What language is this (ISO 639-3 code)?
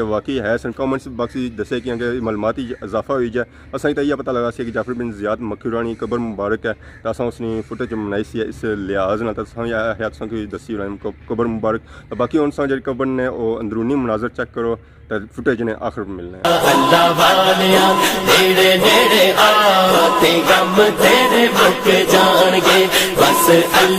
phr